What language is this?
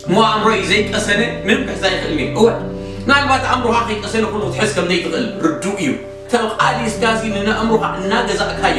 Tigrinya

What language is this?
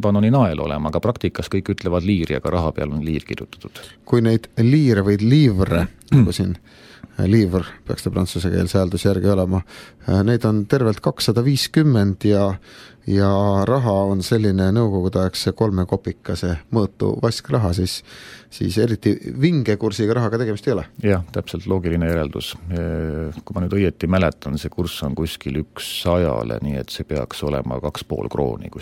Estonian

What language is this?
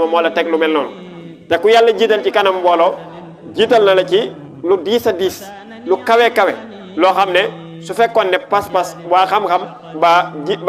Wolof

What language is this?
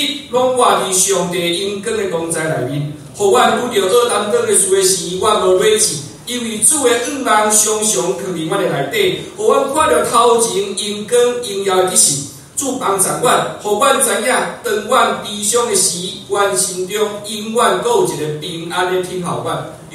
Min Nan Chinese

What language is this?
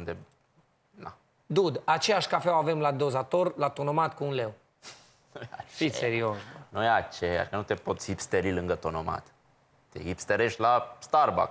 Romanian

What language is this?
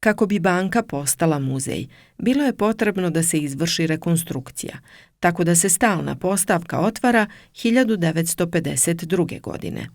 Serbian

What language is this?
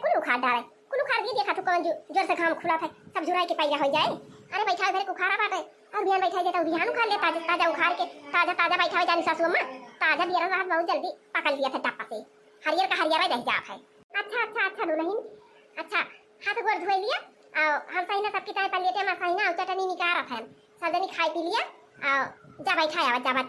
Awadhi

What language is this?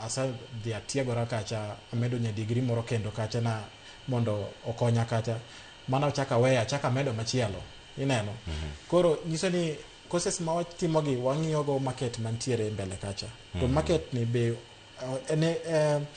Luo (Kenya and Tanzania)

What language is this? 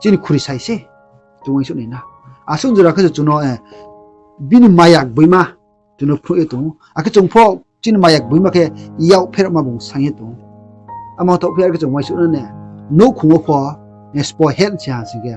Riang (India)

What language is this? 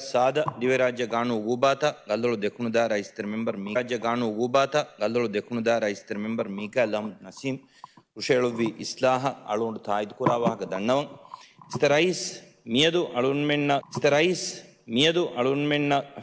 Divehi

